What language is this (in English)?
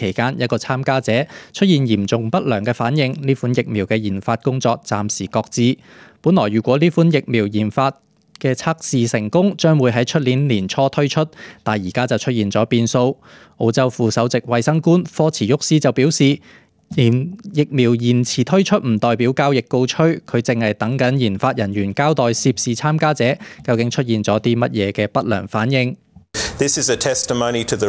Cantonese